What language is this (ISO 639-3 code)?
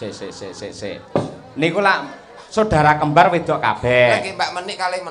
jav